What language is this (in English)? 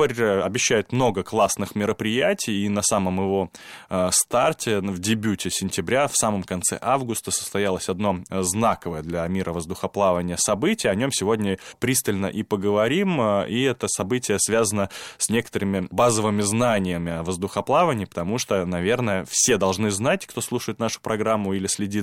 Russian